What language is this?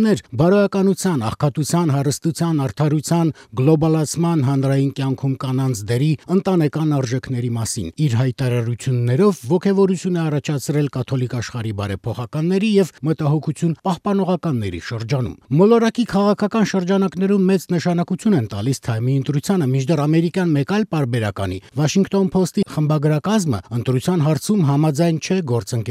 Armenian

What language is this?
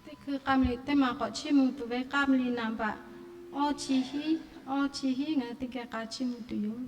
Lahu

